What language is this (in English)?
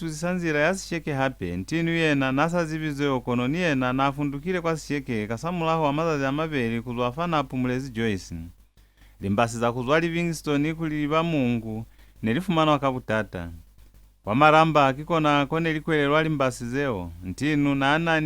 Lozi